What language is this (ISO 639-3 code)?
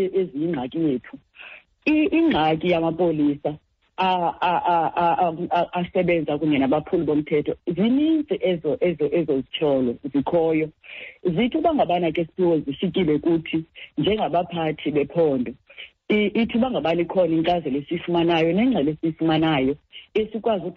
xho